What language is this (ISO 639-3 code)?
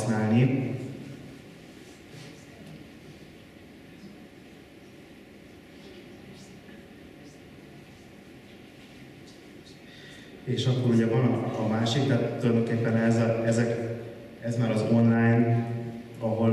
hun